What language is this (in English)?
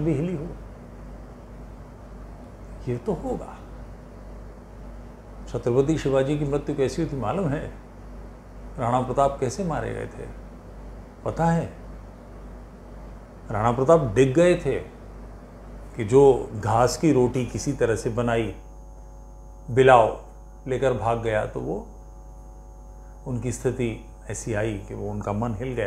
Hindi